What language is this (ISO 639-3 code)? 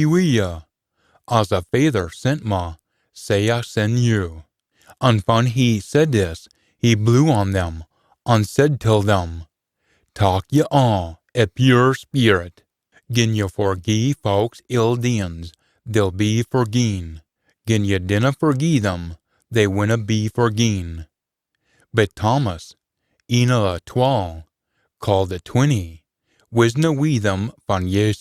sco